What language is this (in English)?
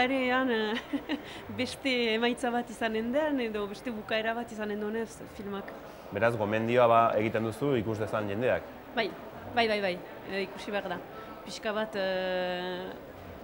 Basque